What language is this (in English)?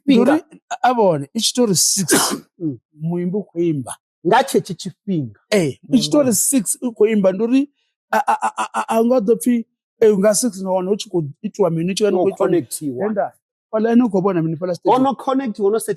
Venda